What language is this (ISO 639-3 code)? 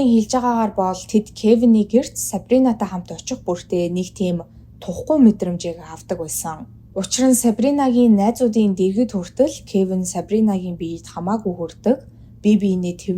mon